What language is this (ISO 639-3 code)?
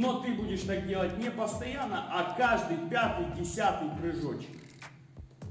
rus